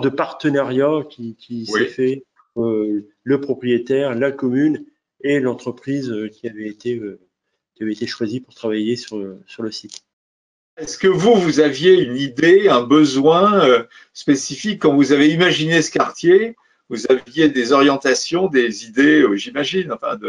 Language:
French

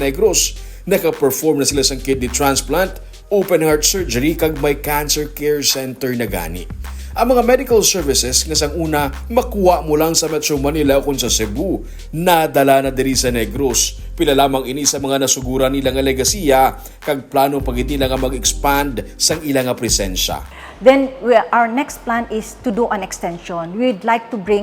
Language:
Hiligaynon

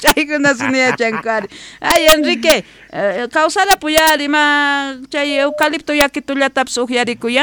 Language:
South Bolivian Quechua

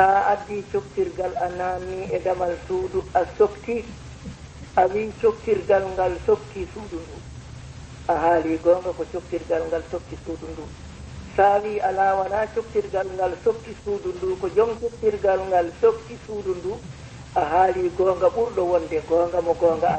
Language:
Fula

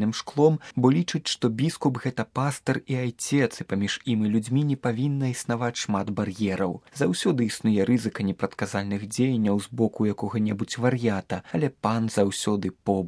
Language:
Belarusian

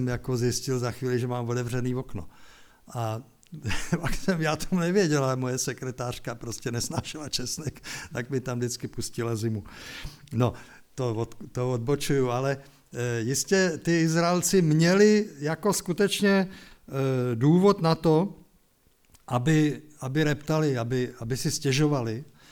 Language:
Czech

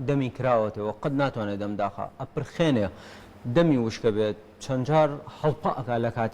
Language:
Central Kurdish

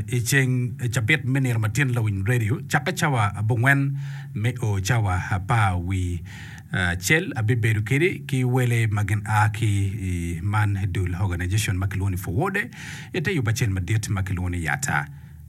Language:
Acoli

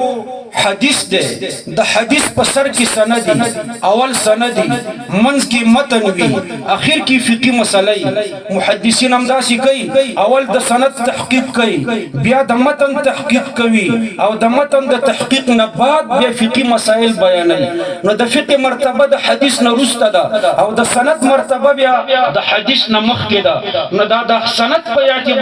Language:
Pashto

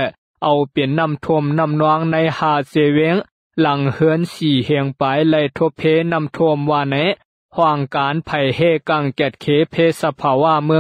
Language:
Lao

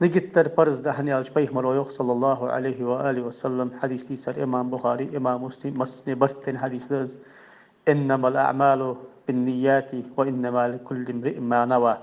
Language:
Ingush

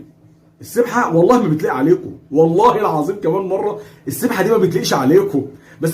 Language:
Egyptian Arabic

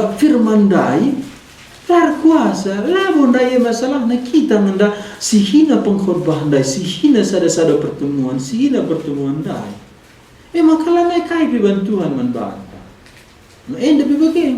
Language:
Batak Karo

